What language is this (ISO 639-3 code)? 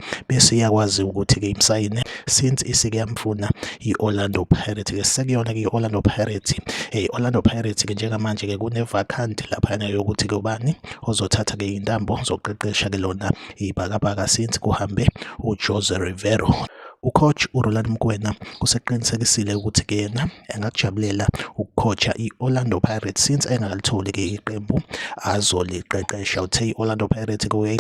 zul